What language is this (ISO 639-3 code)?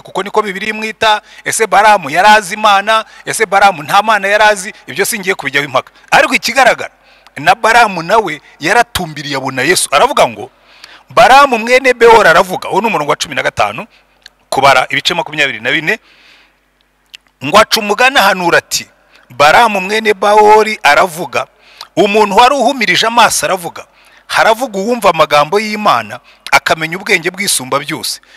kin